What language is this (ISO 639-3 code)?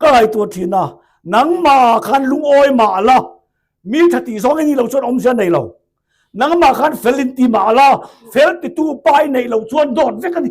lus